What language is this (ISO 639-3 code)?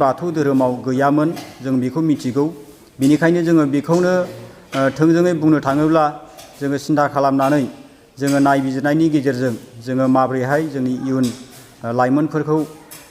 brx